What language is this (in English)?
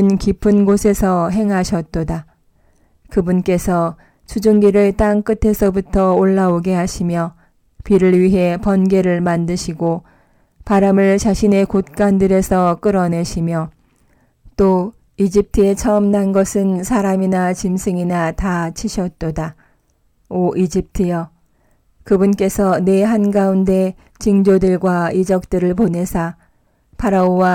Korean